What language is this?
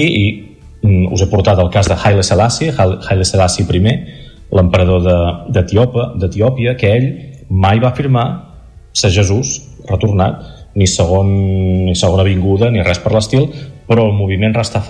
Catalan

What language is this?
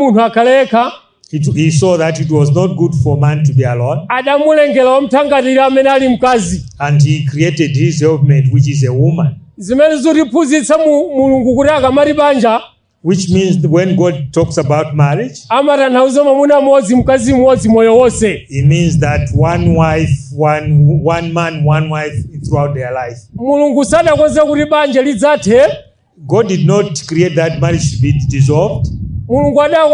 Nyanja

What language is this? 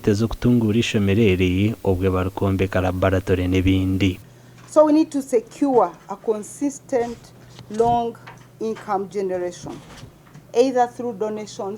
Nyankole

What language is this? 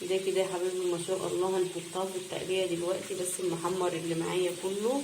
Egyptian Arabic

